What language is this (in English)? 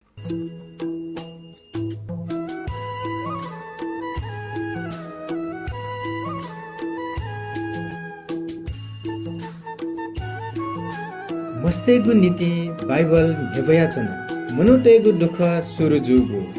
Newari